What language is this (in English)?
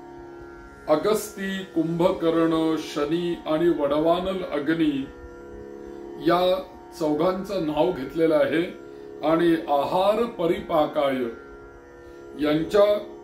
Marathi